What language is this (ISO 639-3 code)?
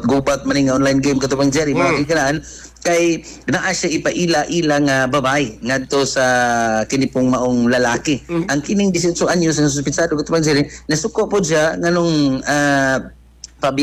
ceb